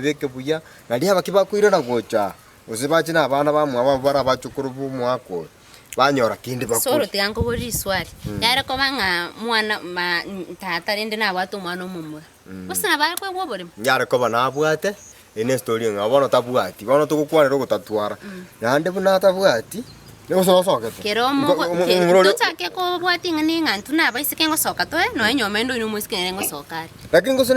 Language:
Gusii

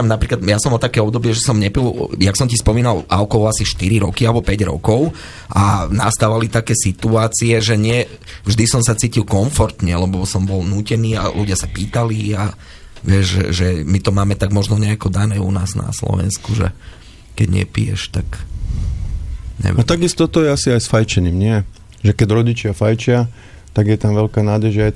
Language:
Slovak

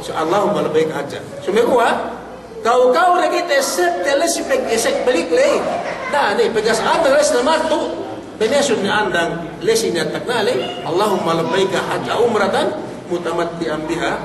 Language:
Yakan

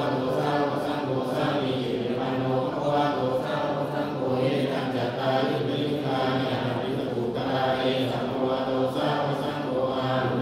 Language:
Pali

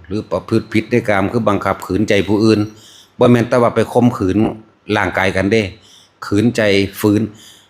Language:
Northeastern Thai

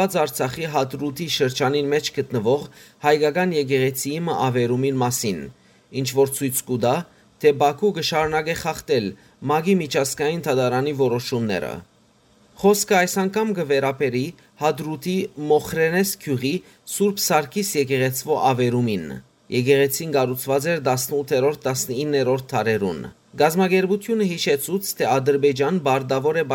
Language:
Western Armenian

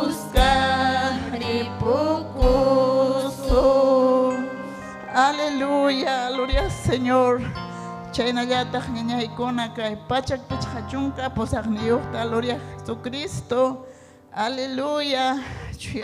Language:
Ayacucho Quechua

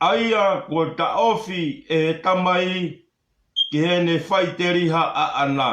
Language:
Tongan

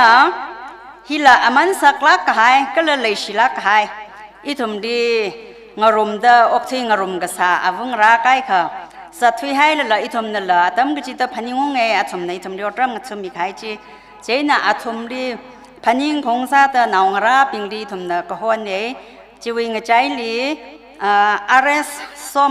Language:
Tangkhul Naga (India)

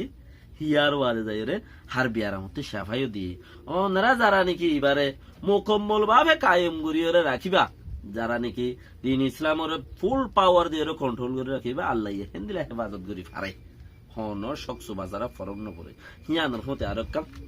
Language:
Rohingya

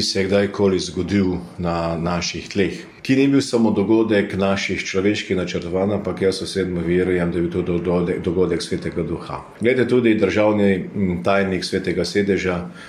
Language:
Slovenian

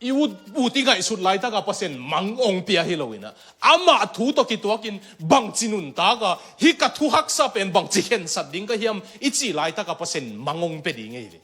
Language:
Tedim Chin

